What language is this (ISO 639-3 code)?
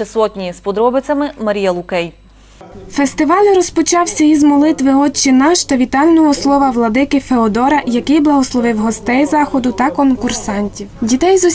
ukr